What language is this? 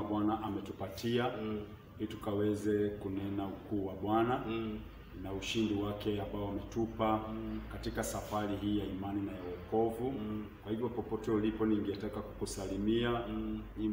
Swahili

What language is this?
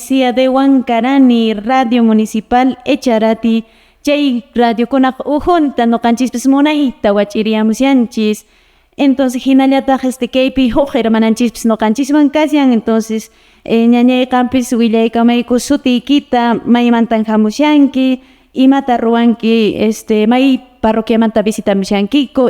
Quechua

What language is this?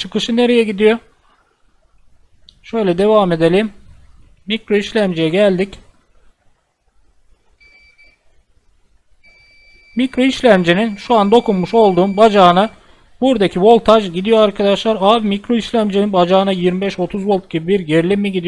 Turkish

